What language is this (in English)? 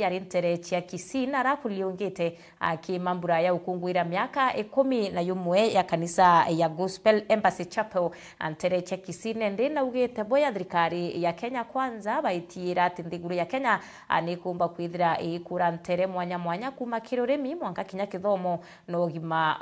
Meru